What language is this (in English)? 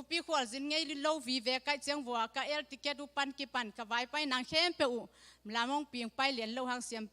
Tedim Chin